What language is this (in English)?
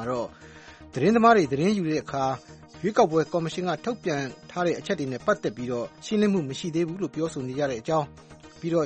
Burmese